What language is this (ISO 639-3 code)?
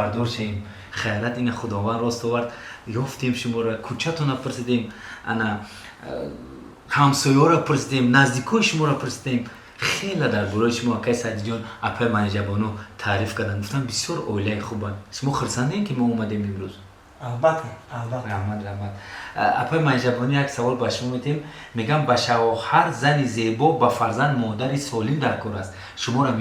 tgk